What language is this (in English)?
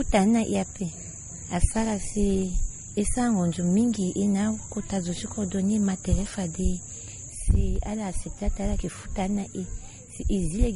Sango